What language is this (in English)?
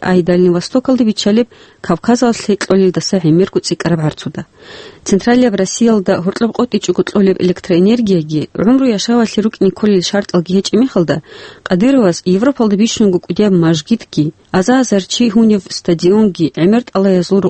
Avaric